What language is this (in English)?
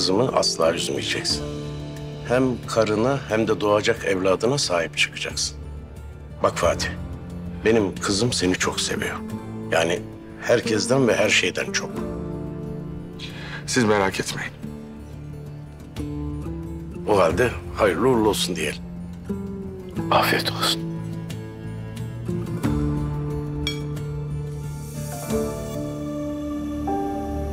Turkish